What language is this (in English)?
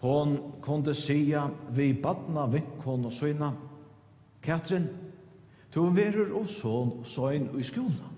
Faroese